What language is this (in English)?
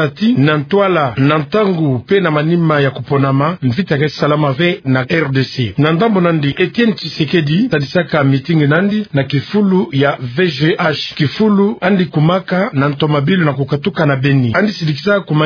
Kituba (Democratic Republic of Congo)